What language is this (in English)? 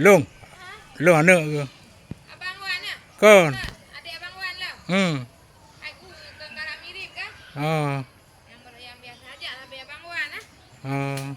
Achinese